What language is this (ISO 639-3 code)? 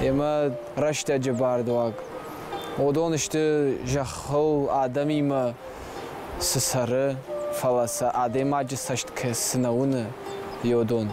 oss